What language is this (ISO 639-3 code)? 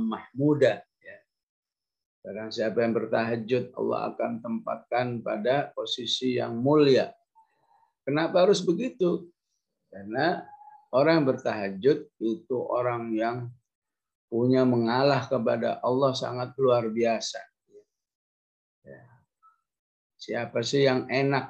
ind